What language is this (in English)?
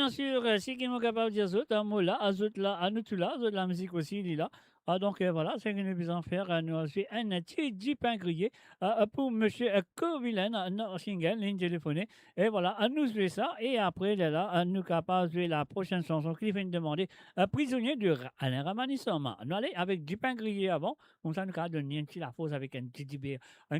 Morisyen